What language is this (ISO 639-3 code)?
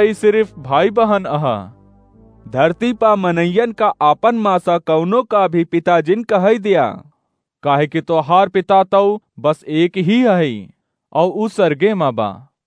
awa